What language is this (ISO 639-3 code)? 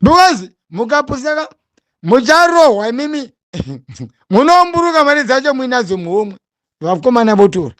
sna